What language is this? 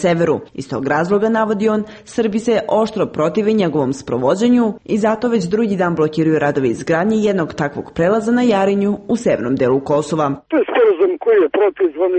Serbian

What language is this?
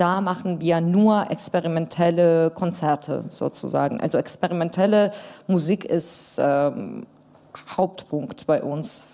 German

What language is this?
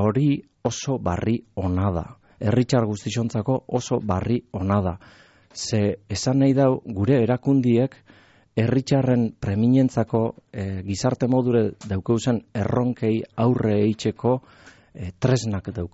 Basque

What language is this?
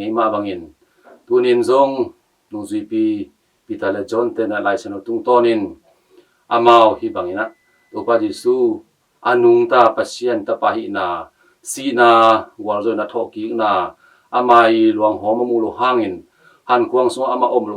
Tedim Chin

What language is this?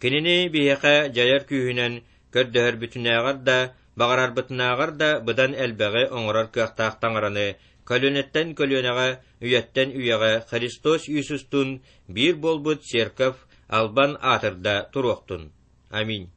Yakut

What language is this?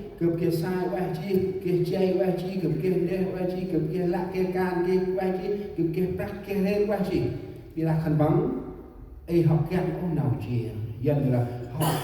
Central Mnong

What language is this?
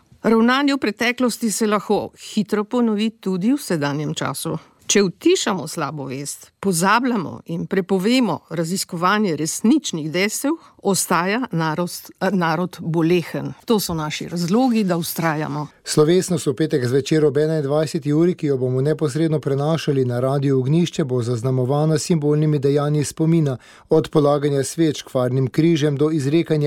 Slovenian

